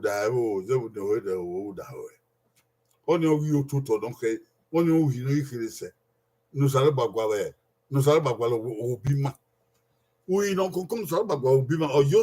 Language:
Bini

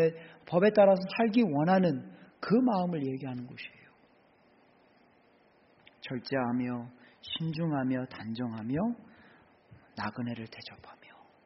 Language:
Korean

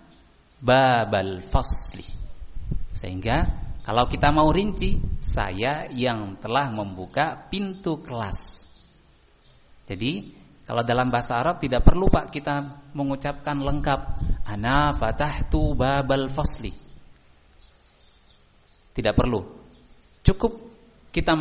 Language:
Indonesian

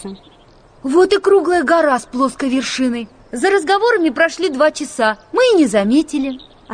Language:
Russian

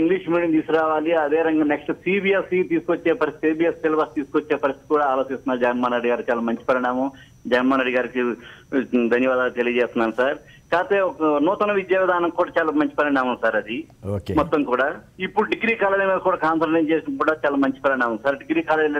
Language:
Telugu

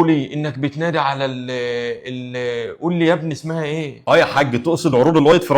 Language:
Egyptian Arabic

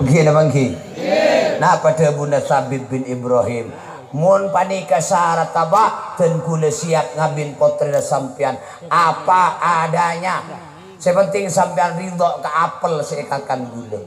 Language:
Madurese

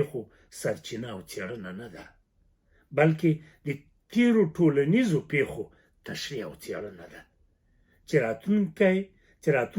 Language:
Pashto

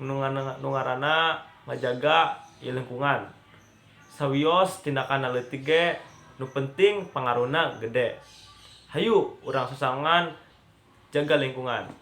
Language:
Sundanese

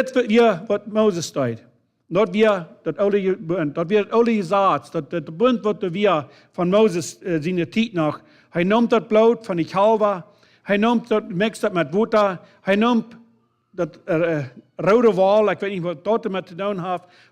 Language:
Plautdietsch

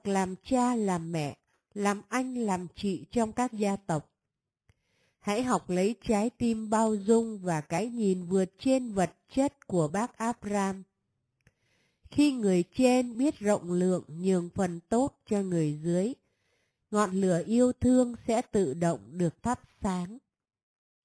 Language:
Vietnamese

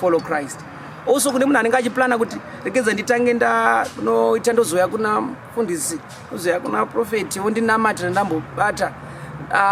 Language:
Shona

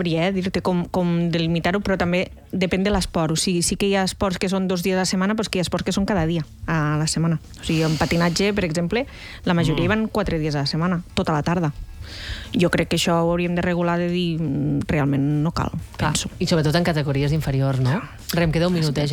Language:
Catalan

